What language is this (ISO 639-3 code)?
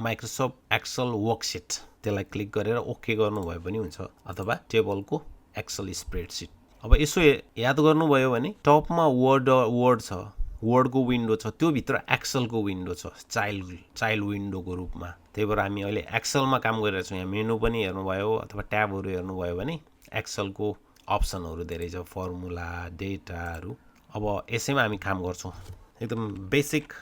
nep